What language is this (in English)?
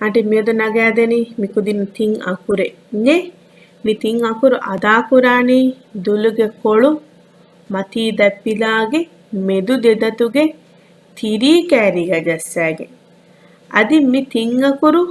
Divehi